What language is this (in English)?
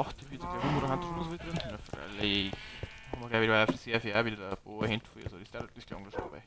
Bavarian